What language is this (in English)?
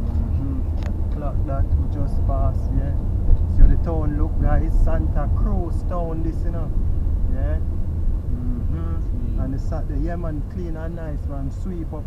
Jamaican Creole English